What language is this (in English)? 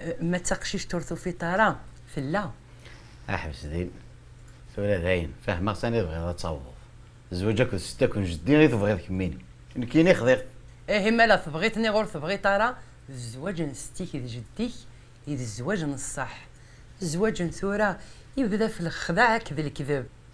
Kabyle